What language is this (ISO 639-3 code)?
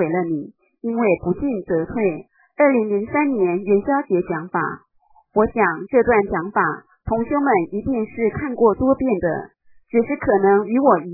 zho